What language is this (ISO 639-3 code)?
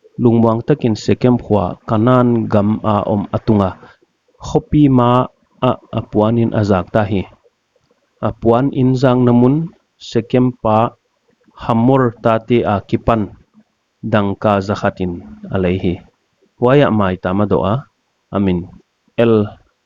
pck